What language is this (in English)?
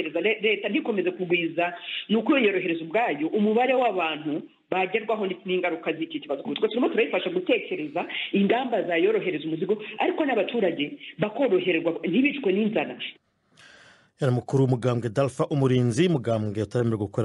Kinyarwanda